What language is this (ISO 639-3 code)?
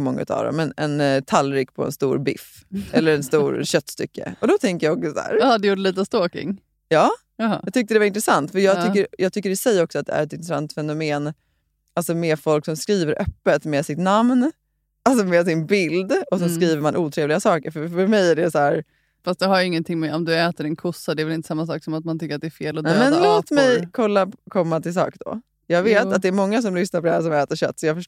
swe